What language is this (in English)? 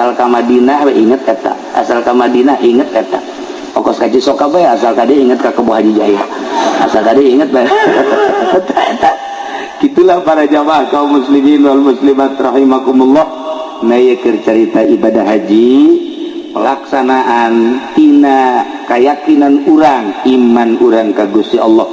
Sundanese